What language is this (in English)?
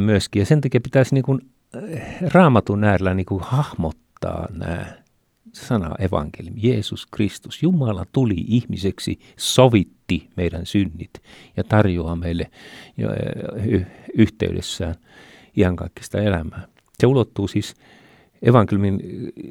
Finnish